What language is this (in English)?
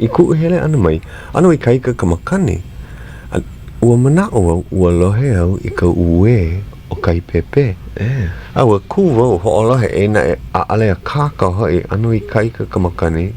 Hawaiian